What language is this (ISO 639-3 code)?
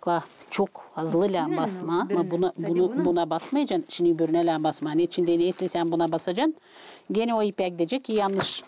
gag